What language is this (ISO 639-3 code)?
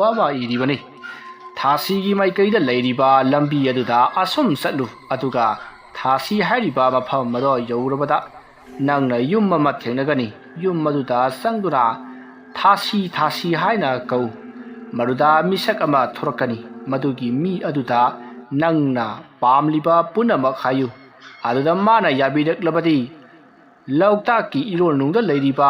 mni